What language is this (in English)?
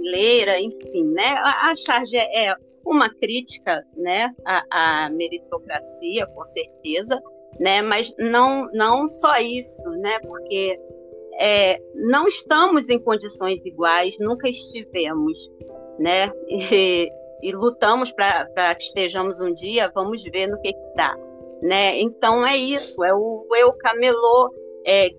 Portuguese